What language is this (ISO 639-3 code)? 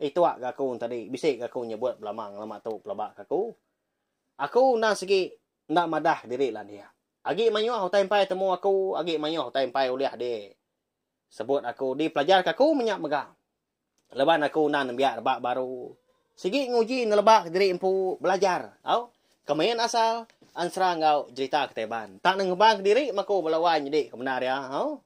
iba